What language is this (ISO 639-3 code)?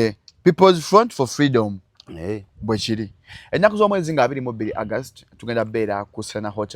lug